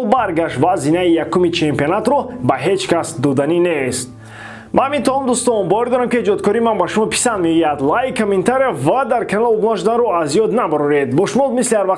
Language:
Tajik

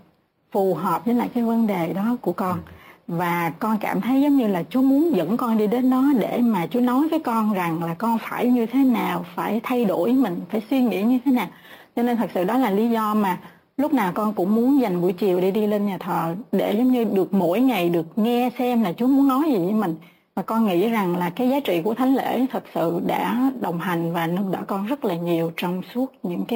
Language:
Vietnamese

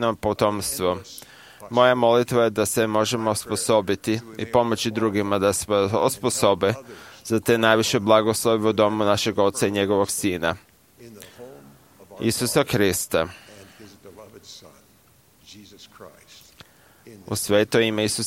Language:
Croatian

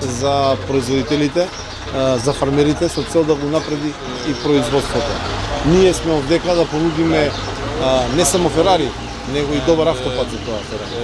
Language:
Macedonian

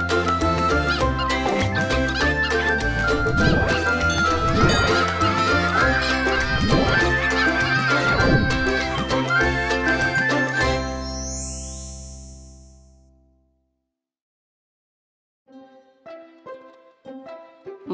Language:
Abkhazian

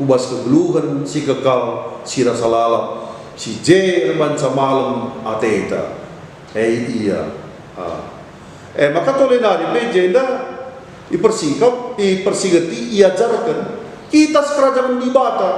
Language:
Batak Karo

